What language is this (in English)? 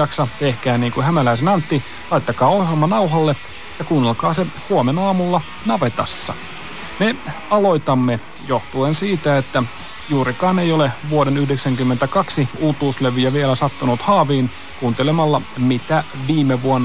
Finnish